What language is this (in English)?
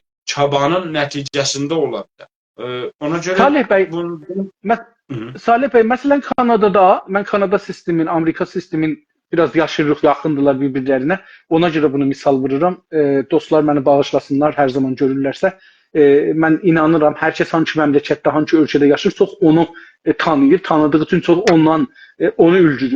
South Azerbaijani